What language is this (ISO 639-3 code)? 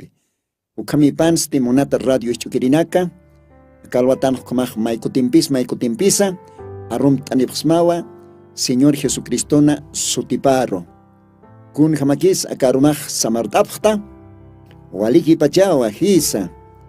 aym